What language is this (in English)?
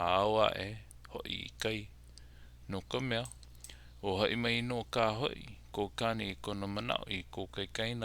Hawaiian